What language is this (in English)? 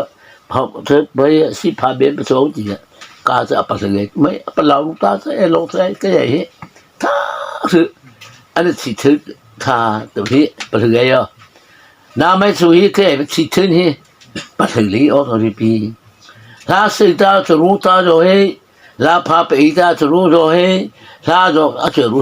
Mara Chin